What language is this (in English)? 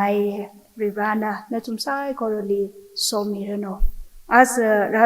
Tangkhul Naga (India)